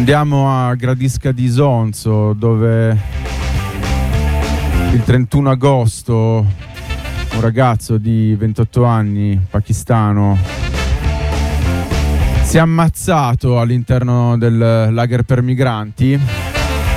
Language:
Italian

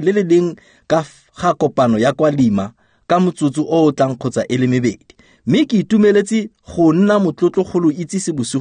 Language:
Tswana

